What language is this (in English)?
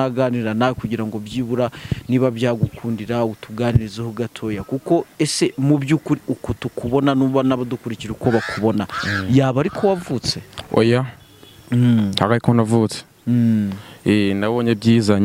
Kinyarwanda